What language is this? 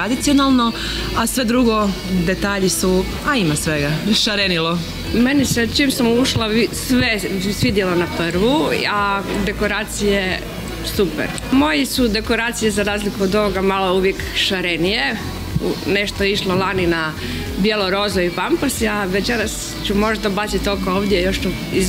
Croatian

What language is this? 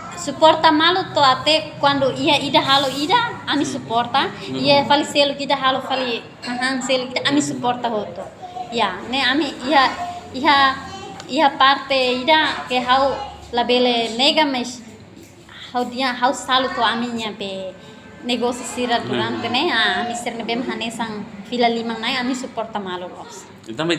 Tetum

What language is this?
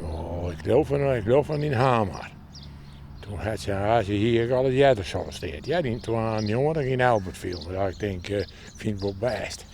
Western Frisian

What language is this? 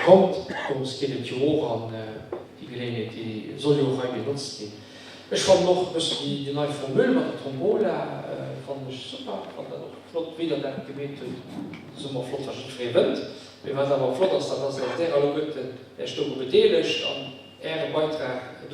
Luxembourgish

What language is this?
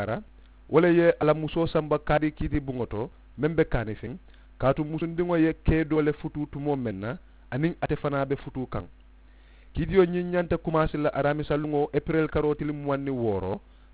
Mandingo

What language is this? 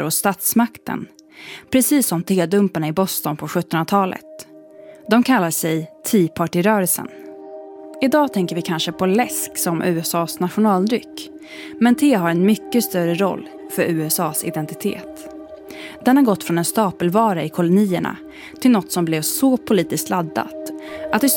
Swedish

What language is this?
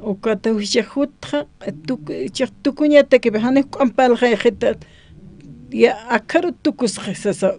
Aymara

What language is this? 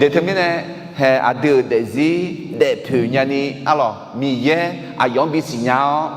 Akha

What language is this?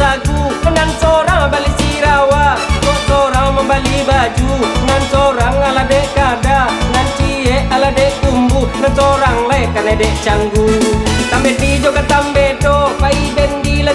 Minangkabau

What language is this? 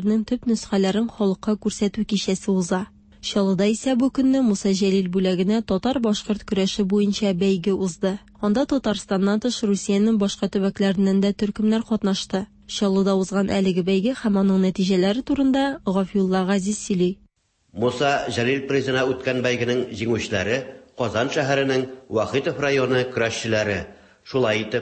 Tatar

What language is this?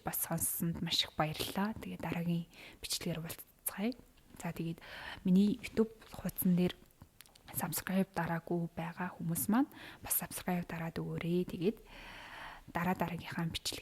Mongolian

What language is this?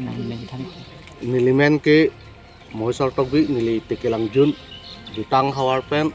Karbi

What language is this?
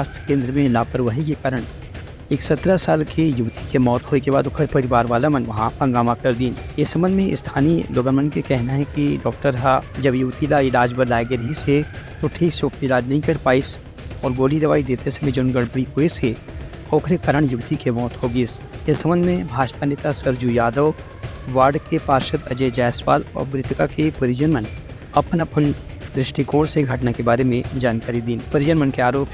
Chhattisgarhi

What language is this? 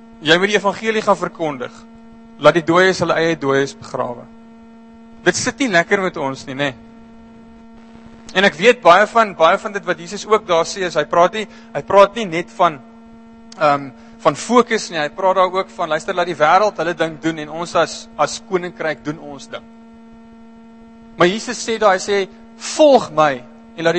Afrikaans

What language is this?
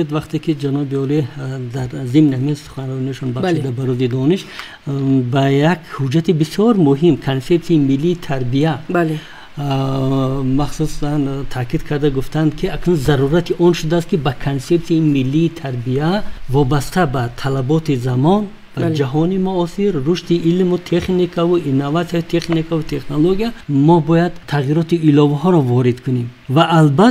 Tajik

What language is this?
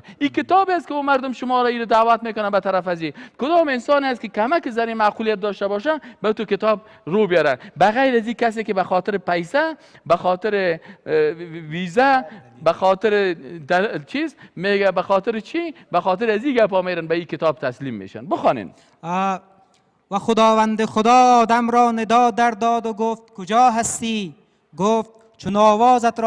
Persian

